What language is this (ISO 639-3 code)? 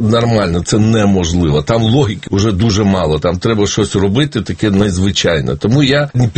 ukr